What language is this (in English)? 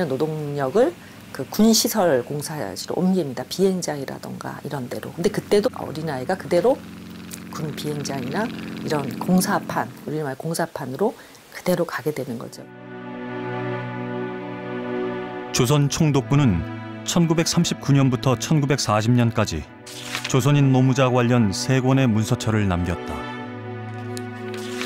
Korean